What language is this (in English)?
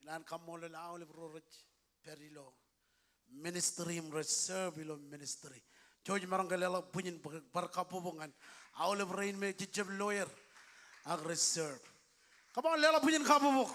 Marshallese